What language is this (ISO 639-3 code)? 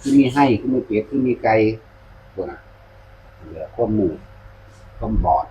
tts